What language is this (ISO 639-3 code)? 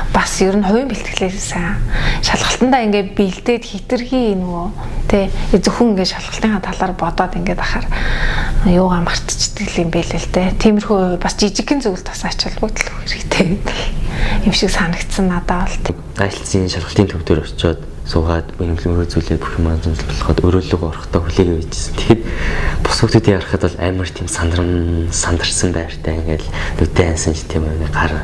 mon